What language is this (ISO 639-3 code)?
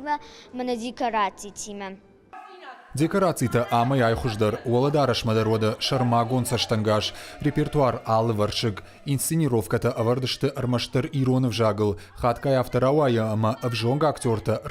oss